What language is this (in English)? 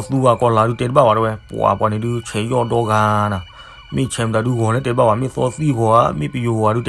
S'gaw Karen